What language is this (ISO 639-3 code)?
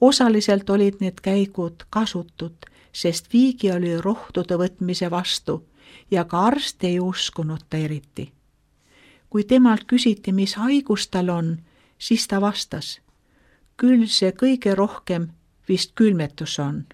est